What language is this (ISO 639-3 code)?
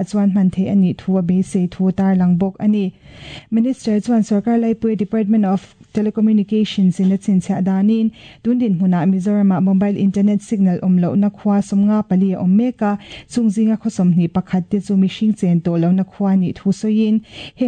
lus